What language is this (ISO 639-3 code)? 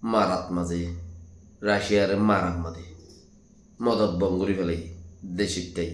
rhg